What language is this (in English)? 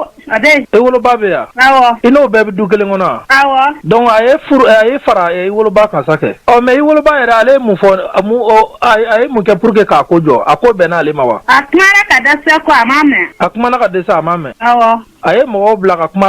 Bambara